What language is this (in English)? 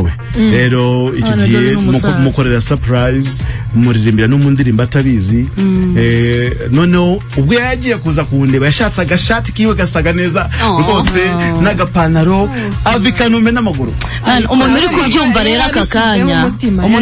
Kinyarwanda